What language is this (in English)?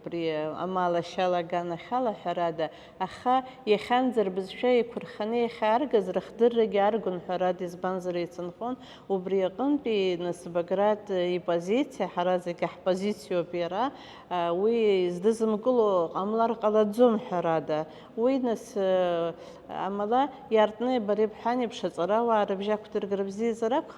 Abkhazian